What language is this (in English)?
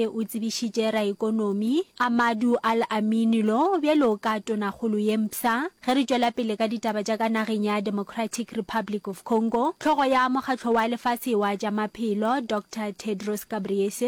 Northern Sotho